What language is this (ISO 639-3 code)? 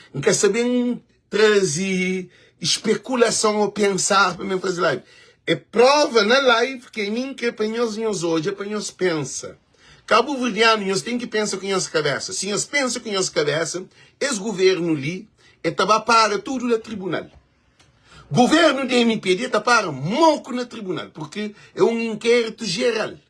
kea